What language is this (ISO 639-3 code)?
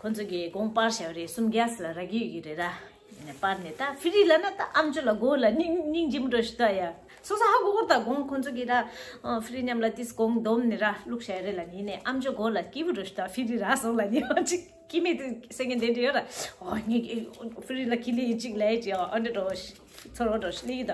bod